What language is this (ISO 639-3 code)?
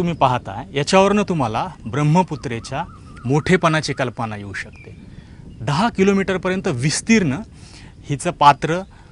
mar